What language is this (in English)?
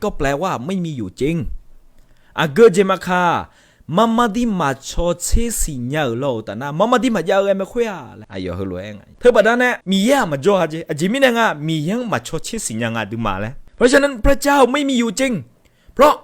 Akha